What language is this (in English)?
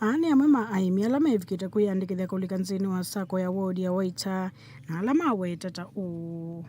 Kamba